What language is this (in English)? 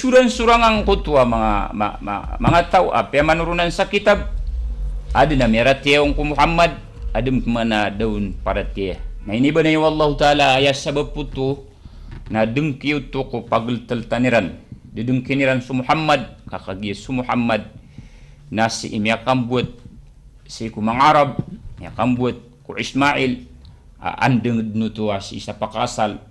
Maranao